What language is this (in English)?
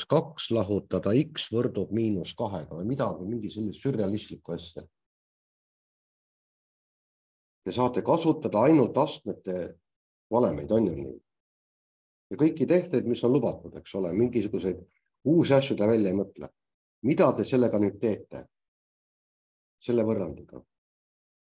Estonian